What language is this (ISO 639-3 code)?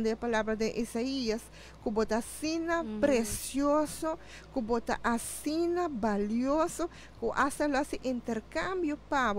pap